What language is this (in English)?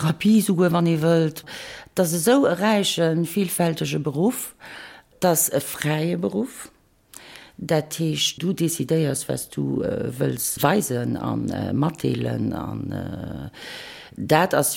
Luxembourgish